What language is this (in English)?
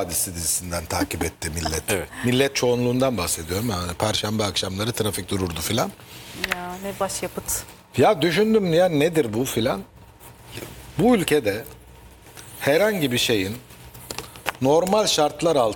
Turkish